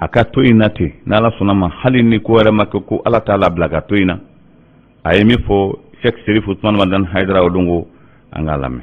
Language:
Bambara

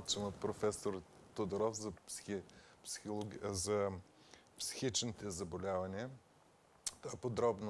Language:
Bulgarian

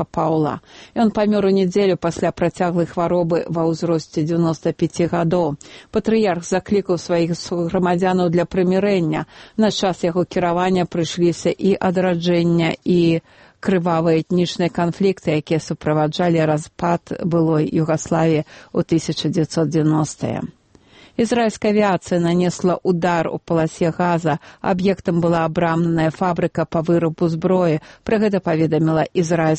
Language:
Belarusian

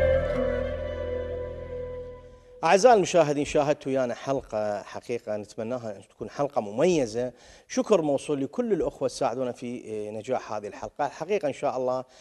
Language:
Mesopotamian Arabic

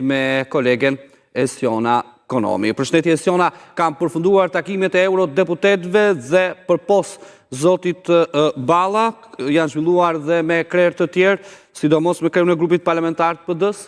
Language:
Albanian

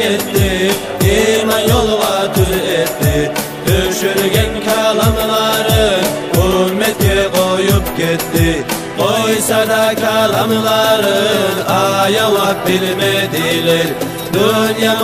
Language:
Kumyk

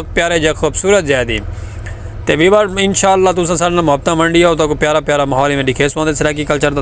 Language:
Saraiki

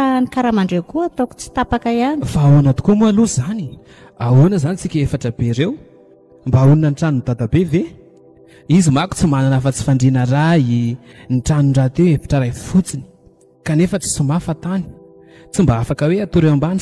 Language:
Malagasy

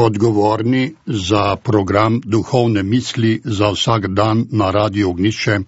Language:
Slovenian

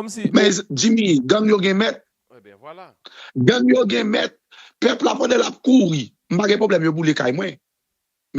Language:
Haitian Creole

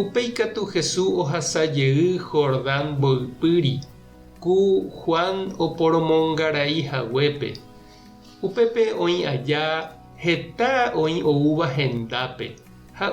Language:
Guarani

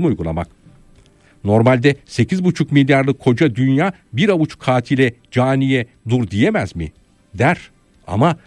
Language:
Turkish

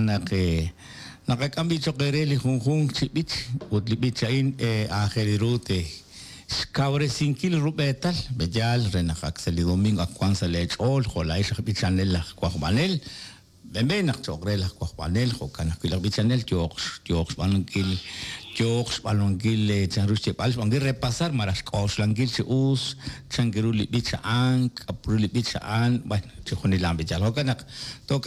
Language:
Kekchí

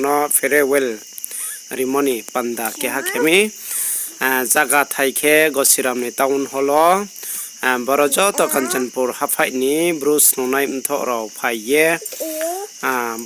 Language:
Riang (India)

